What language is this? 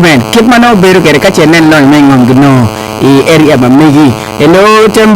Acoli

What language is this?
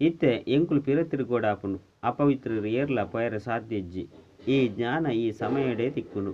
Tulu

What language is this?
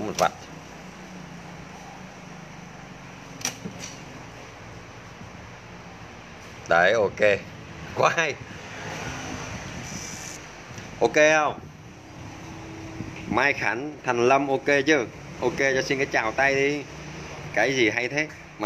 Vietnamese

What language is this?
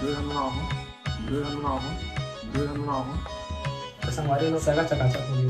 Chhattisgarhi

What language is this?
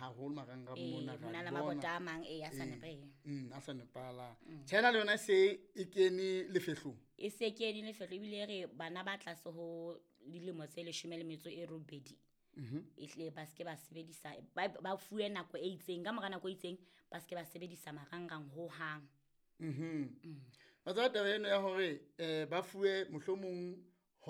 Southern Sotho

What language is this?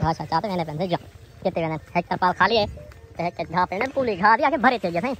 Saraiki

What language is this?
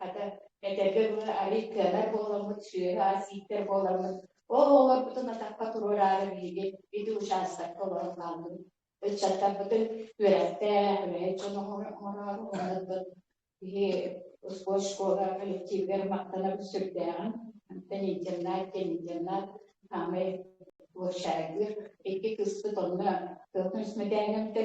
Yakut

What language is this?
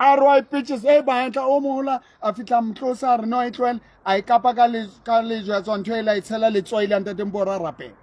Southern Sotho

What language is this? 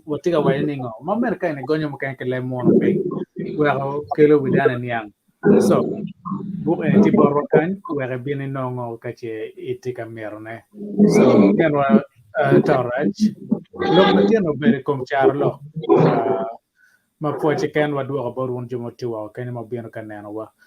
Acoli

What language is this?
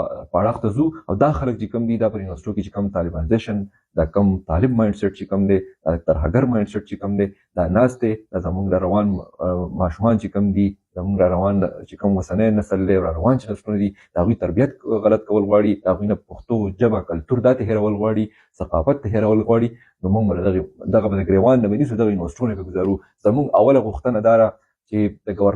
Pashto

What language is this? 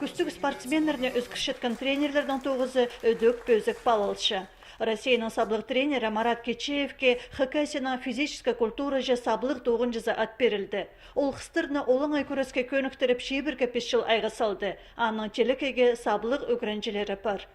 Khakas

